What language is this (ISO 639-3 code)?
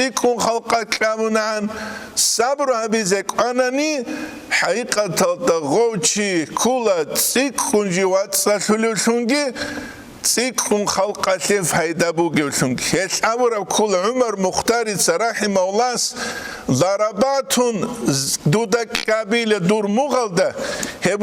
ava